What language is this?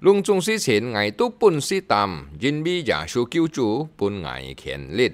Hakka Chinese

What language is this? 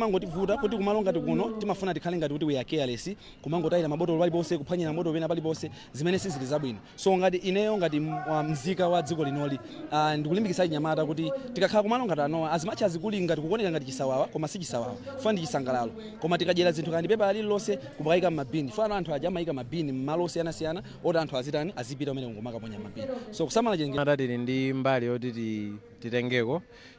Nyanja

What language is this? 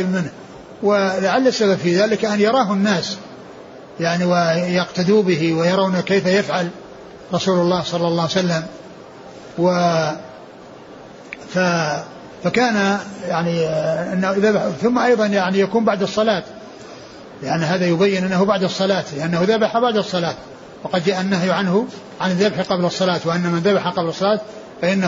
Arabic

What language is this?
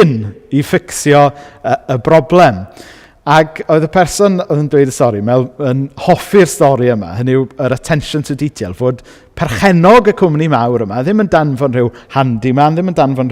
Welsh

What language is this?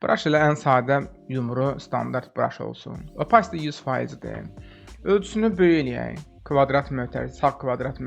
Azerbaijani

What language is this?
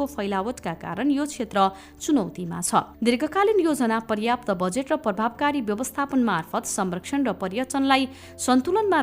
Nepali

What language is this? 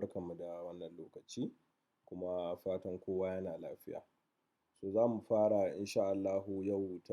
Hausa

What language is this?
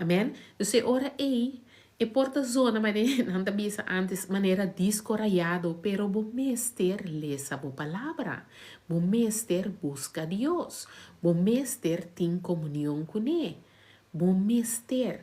Papiamento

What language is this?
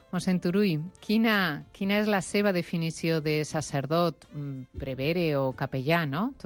Catalan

